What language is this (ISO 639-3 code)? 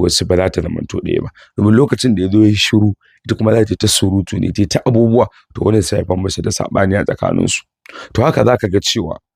hau